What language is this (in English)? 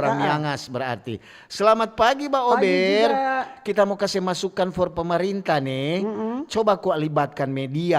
Manado Malay